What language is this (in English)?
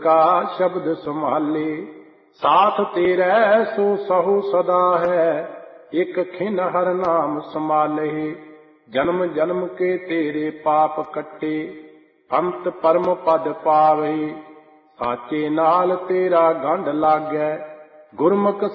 Punjabi